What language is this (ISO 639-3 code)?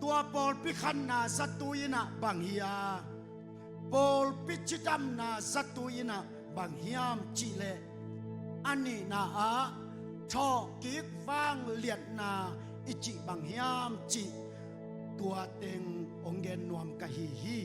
ctd